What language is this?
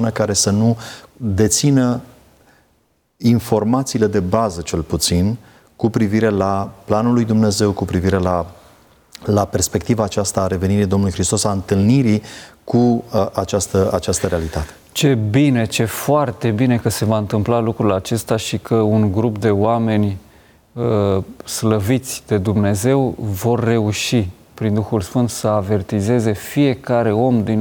Romanian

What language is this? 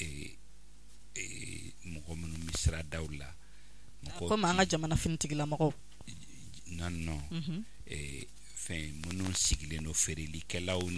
Bambara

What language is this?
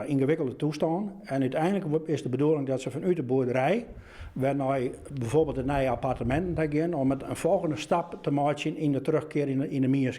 Western Frisian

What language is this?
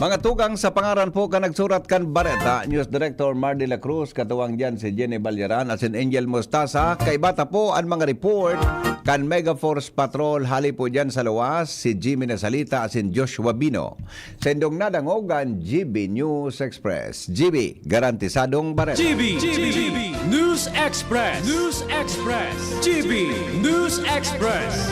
Bikol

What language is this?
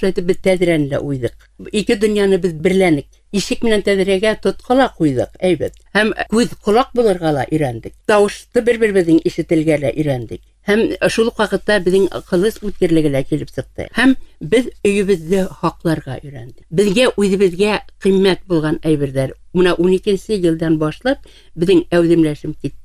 Bashkir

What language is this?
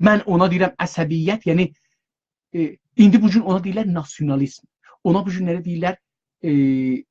South Azerbaijani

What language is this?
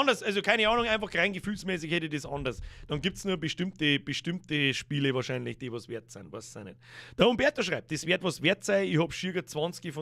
Bavarian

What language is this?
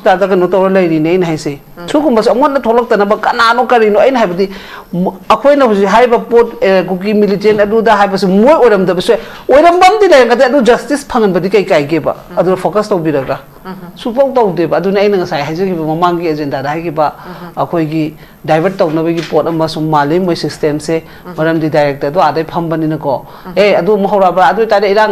Manipuri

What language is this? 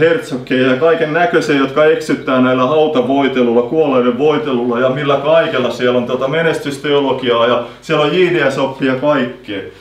Finnish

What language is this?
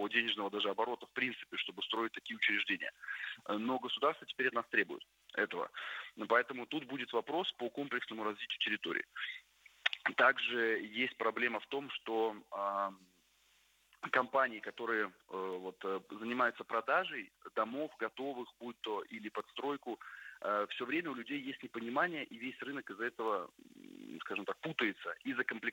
Russian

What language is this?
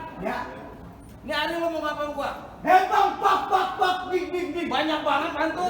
Betawi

